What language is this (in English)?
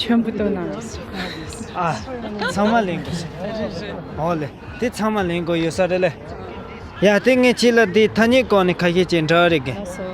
Tibetan